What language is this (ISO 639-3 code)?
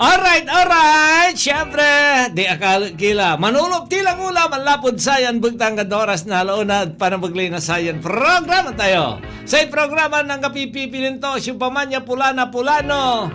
pag